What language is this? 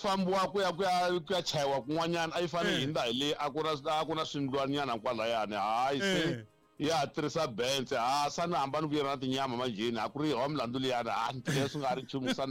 Tsonga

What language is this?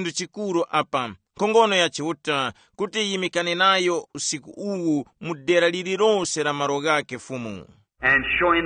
Tumbuka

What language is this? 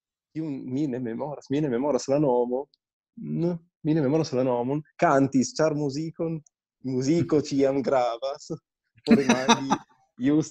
Esperanto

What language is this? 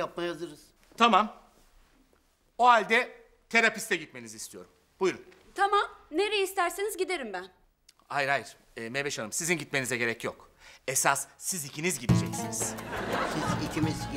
Turkish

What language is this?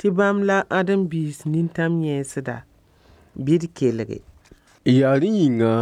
Mossi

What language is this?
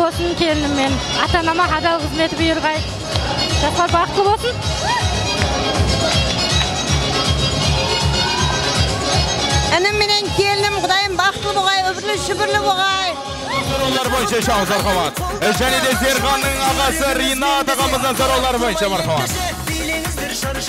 Kazakh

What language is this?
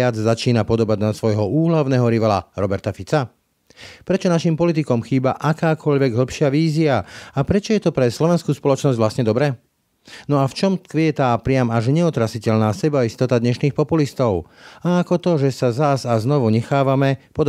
Slovak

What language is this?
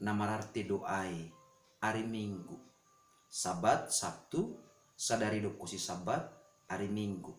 Batak Simalungun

